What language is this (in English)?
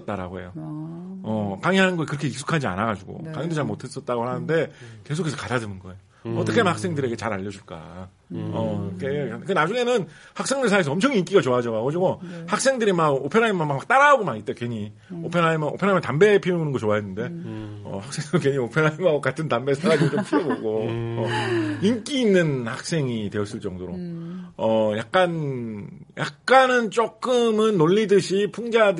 Korean